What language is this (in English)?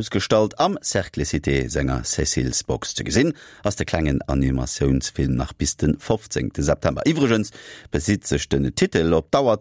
Luxembourgish